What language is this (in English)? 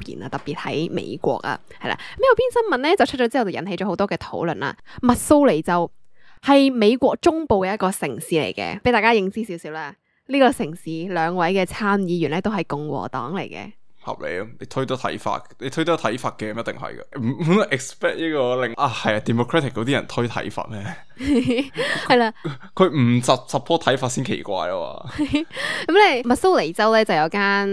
Cantonese